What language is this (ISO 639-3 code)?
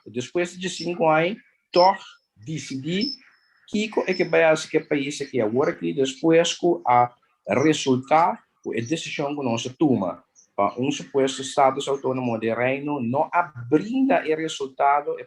pap